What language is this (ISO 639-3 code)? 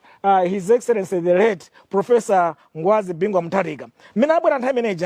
nya